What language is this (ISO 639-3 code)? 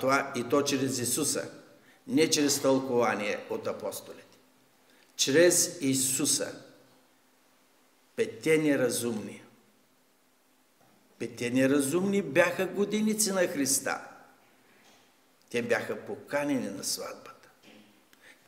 bul